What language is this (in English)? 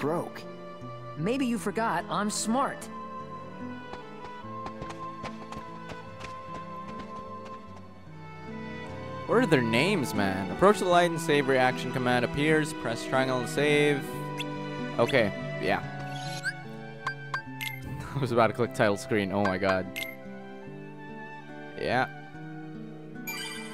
English